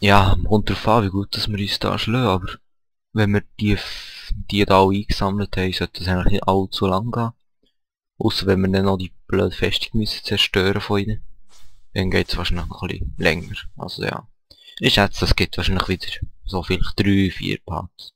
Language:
Swiss German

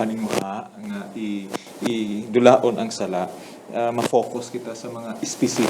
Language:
Hiligaynon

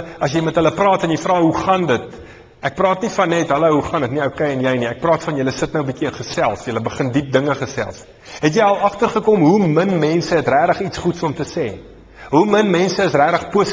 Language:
Afrikaans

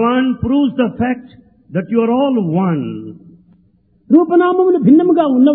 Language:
Telugu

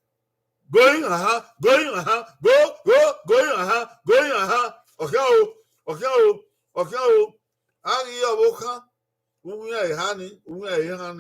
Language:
Bini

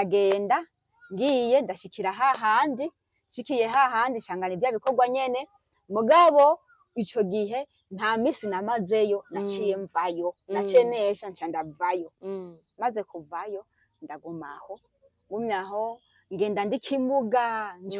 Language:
Rundi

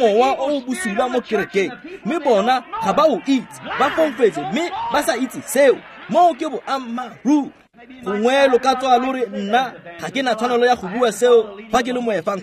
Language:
Tswana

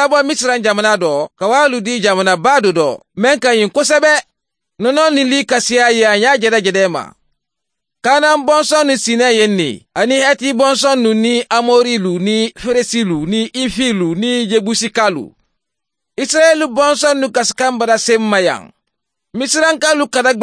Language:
Mandingo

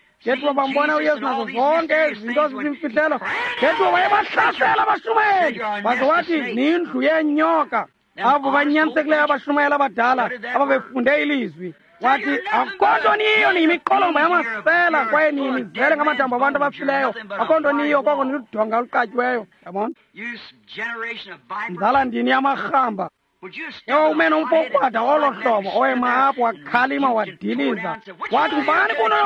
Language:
Xhosa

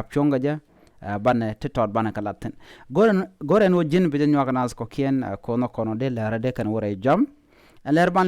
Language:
Nuer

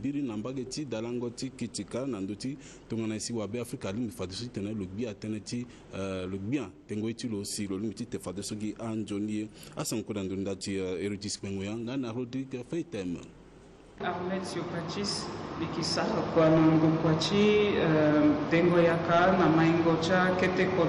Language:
Sango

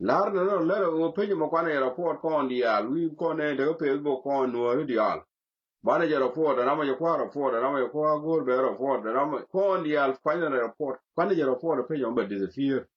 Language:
Nuer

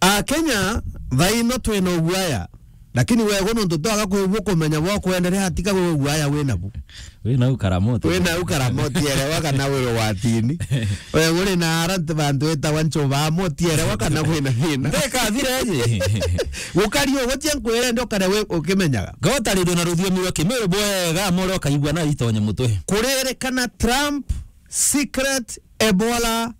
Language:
Meru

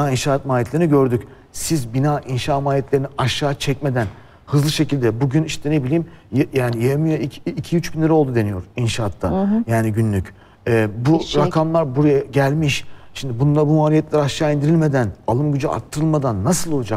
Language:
Turkish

